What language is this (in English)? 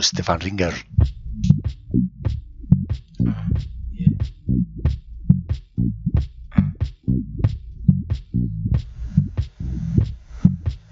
Basque